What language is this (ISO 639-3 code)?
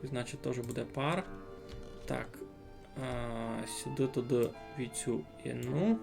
rue